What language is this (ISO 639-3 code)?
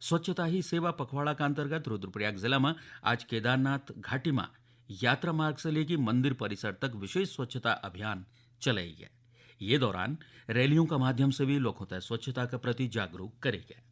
gbm